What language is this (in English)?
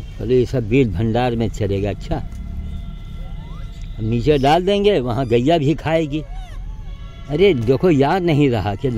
Hindi